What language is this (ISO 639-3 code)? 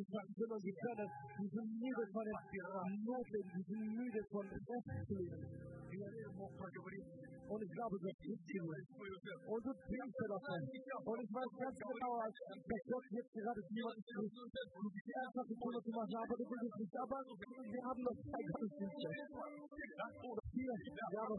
deu